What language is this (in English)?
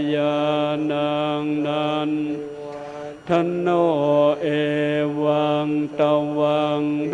Pali